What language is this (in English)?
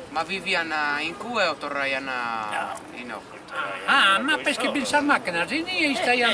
Sardinian